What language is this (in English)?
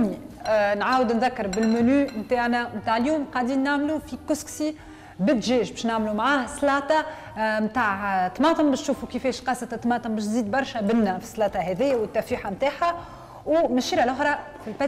Tunisian Arabic